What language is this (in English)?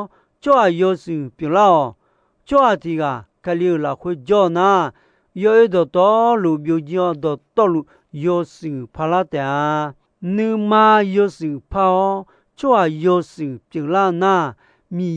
Akha